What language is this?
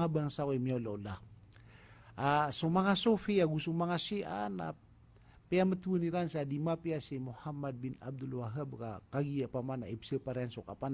Maranao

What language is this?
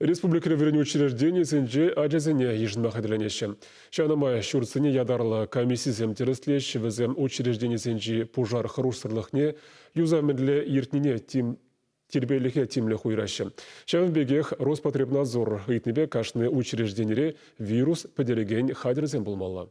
Chuvash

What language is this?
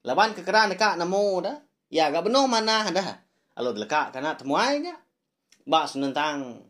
Iban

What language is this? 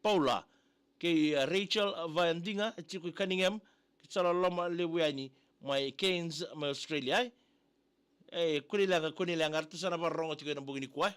Fijian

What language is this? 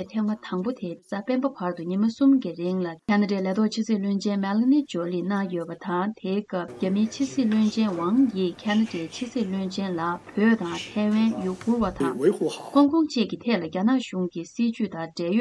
Tibetan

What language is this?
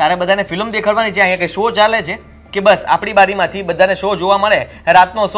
Gujarati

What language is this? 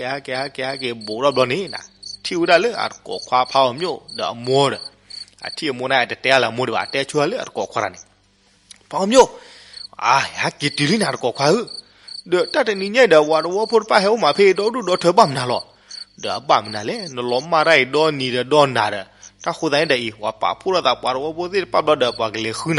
S'gaw Karen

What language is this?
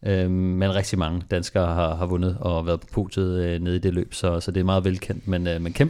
Danish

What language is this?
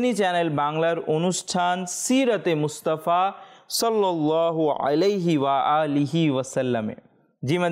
Bangla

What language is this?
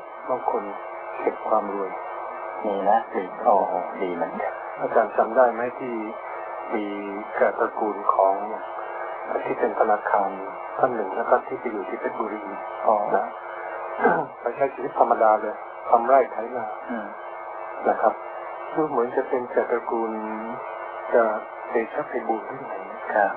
Thai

